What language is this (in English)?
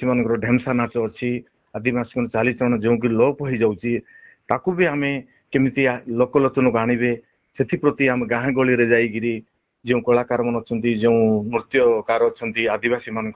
Odia